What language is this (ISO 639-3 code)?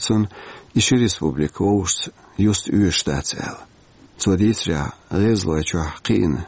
che